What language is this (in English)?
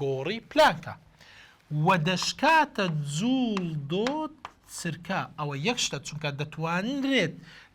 Central Kurdish